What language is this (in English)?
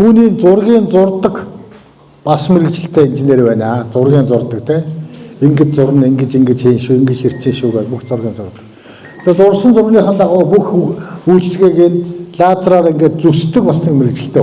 Mongolian